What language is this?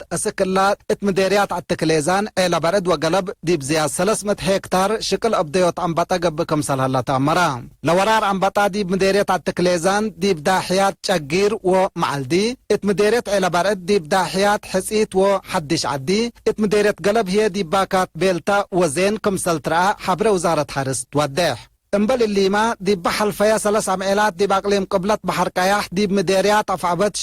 Tigre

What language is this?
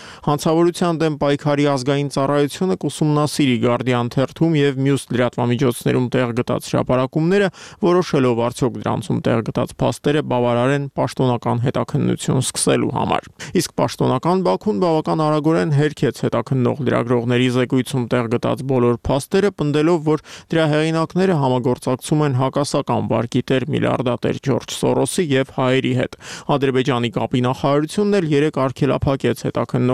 Armenian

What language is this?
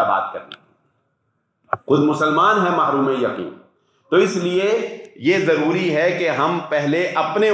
Urdu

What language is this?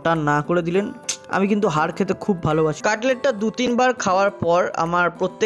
Bangla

